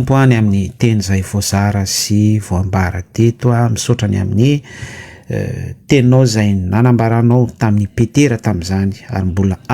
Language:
Malagasy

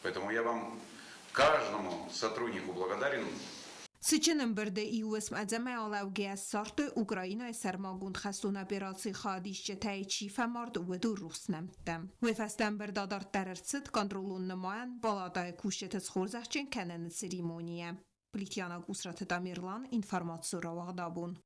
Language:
Ossetic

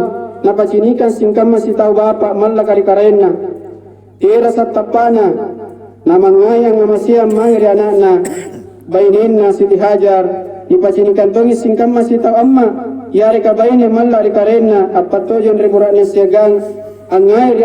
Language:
Makasar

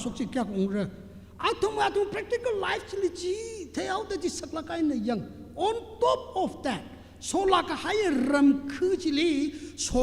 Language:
Tangkhul Naga (India)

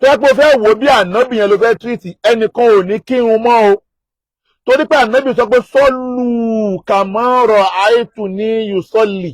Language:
Yoruba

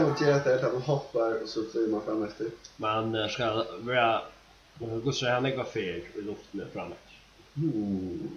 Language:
Faroese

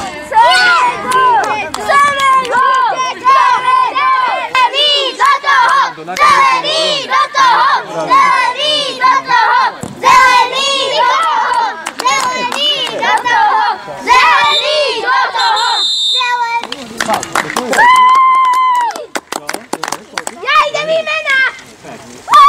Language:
Slovak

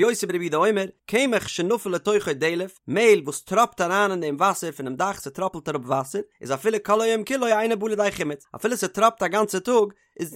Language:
Yiddish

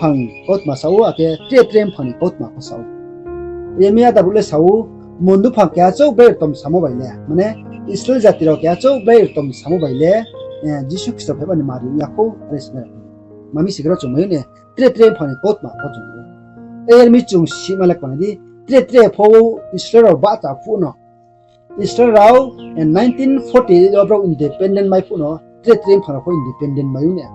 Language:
Riang (India)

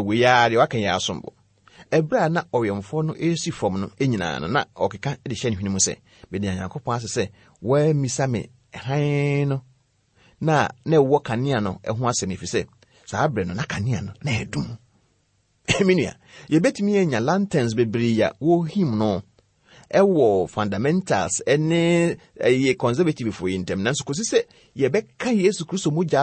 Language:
Akan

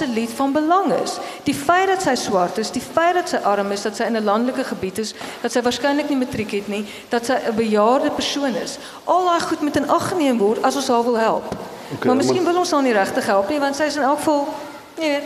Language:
Afrikaans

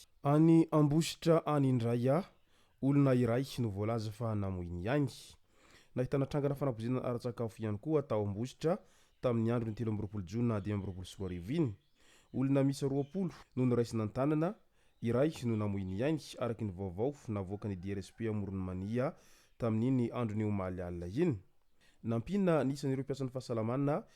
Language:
Malagasy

